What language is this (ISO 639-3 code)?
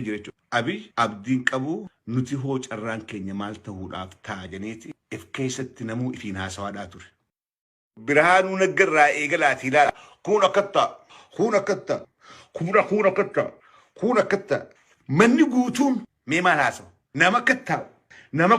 orm